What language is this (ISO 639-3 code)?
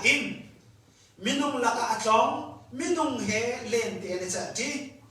cnh